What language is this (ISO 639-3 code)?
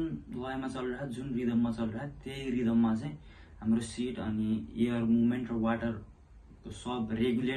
nep